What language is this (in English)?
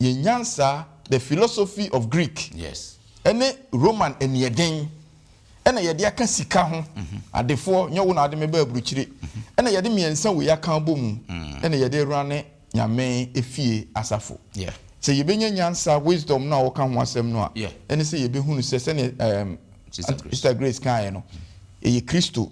Akan